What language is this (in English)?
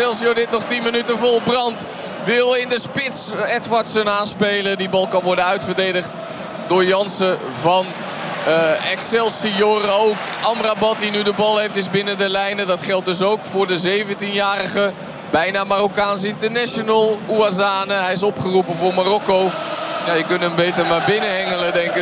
Dutch